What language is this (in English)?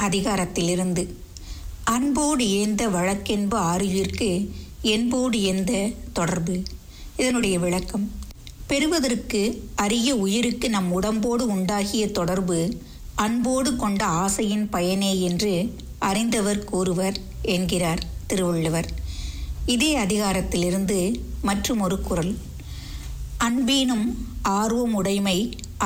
Tamil